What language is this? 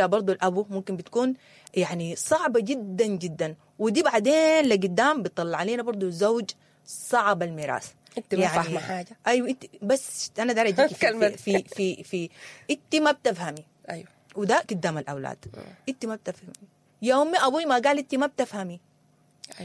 Sudanese Arabic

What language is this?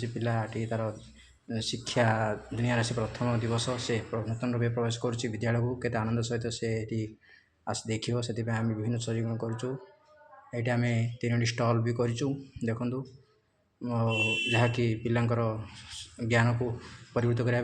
Odia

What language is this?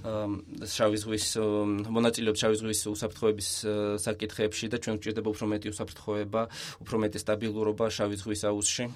Georgian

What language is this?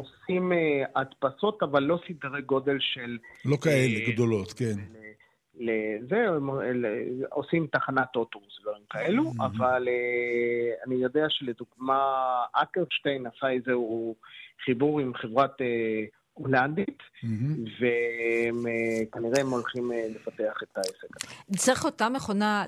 Hebrew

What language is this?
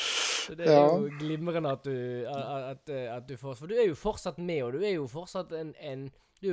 Norwegian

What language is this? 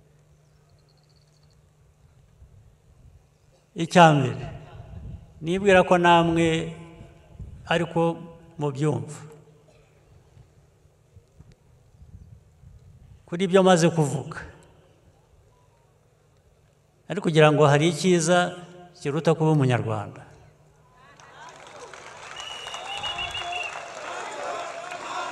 Kinyarwanda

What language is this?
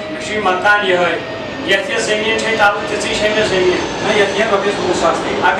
Kashmiri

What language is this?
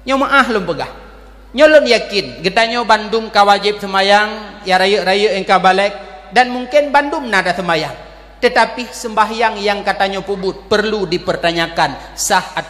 Achinese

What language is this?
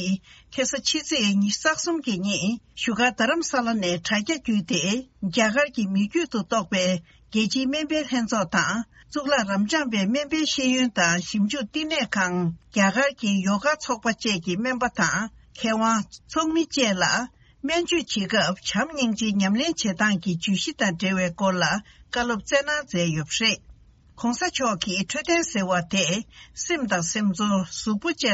Tibetan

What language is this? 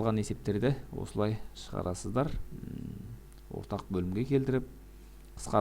Kazakh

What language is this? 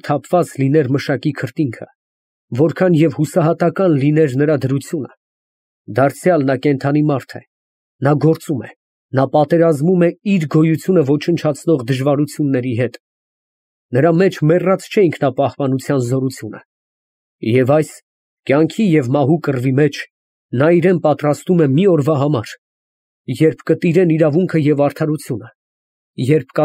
Armenian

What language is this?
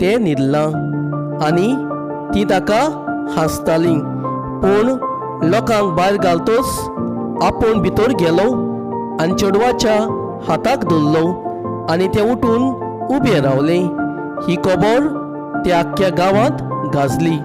Konkani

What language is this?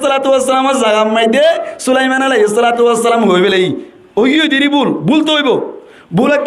Rohingya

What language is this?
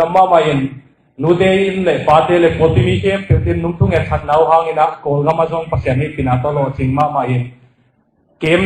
Tedim Chin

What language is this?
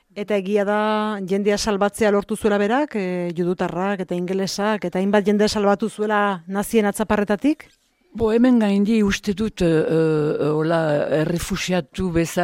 Basque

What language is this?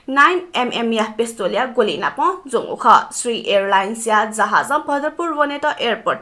Newari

